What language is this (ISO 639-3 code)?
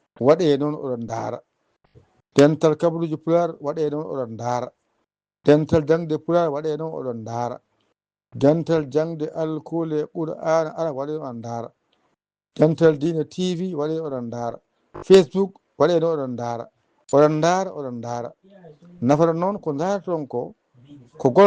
ful